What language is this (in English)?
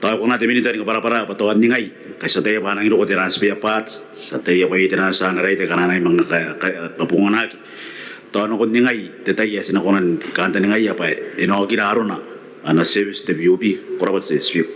Gilbertese